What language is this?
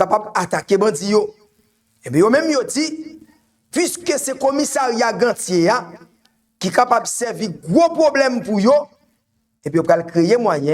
Haitian Creole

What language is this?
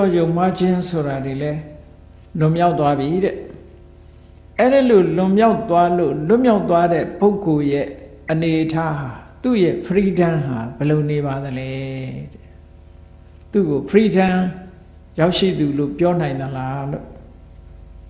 Burmese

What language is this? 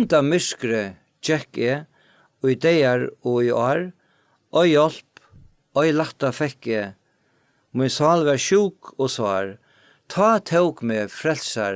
Faroese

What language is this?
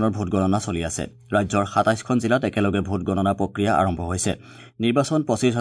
Assamese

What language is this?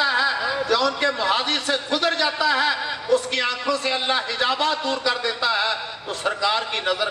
Urdu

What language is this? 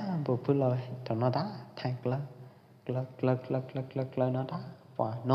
Pwo Eastern Karen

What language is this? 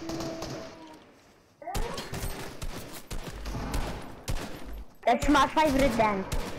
Afrikaans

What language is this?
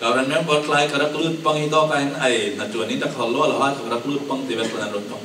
Falam Chin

